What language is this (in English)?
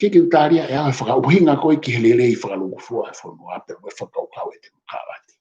Tongan